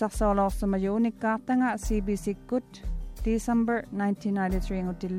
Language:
Māori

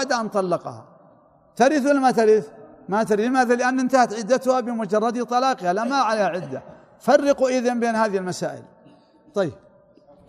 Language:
Arabic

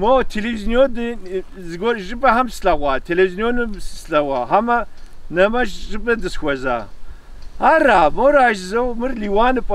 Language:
Kabardian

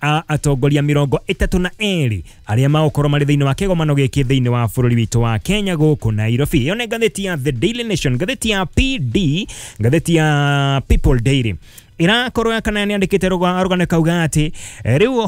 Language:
Kikuyu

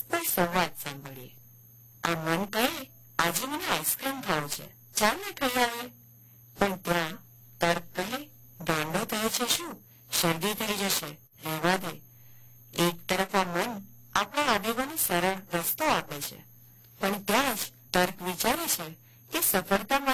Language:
Gujarati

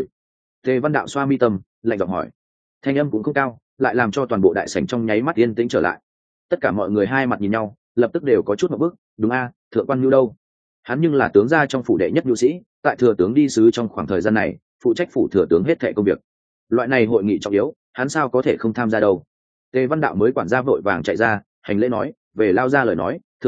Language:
Vietnamese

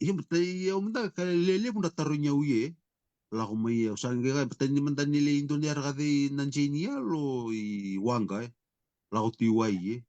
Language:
Fijian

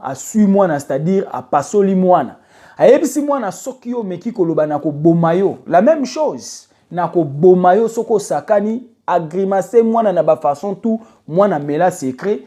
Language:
Lingala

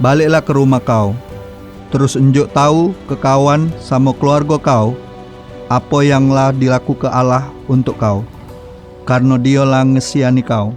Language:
Musi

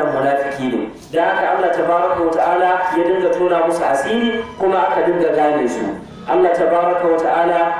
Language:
Hausa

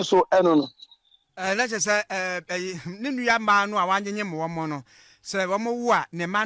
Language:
Akan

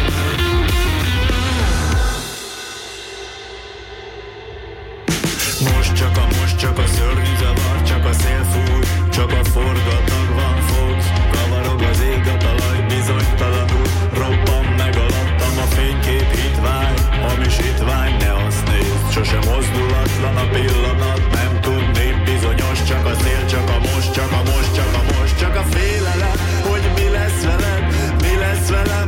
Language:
Hungarian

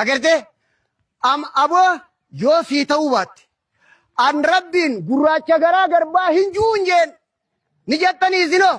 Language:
Oromo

